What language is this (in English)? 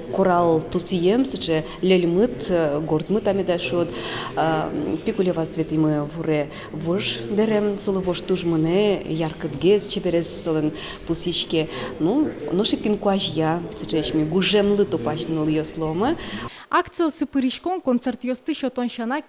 Udmurt